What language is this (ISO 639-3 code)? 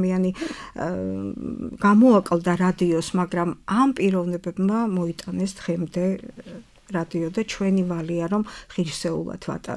kat